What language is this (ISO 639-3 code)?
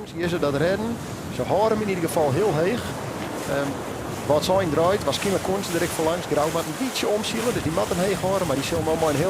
fry